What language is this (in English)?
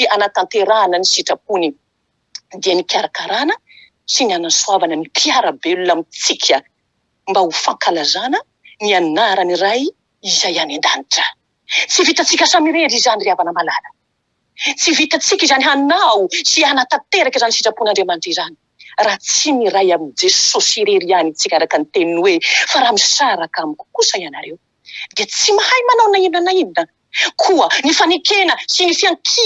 Malagasy